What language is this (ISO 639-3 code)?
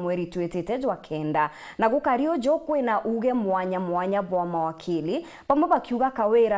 mer